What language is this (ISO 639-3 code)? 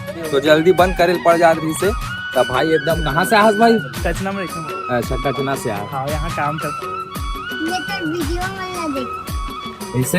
hne